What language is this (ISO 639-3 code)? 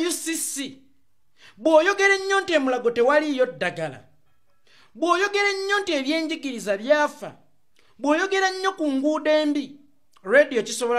lug